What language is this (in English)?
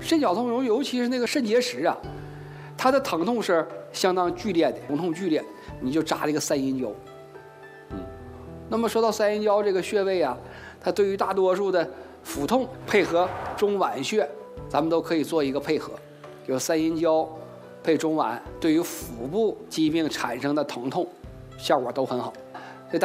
Chinese